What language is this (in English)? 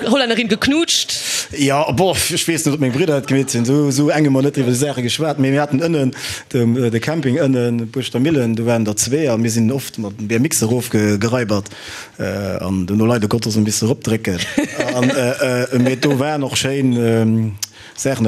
Luxembourgish